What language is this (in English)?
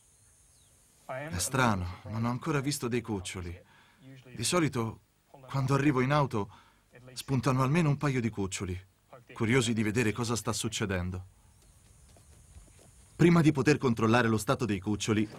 Italian